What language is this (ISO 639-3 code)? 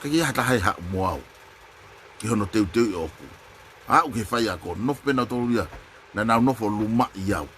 ton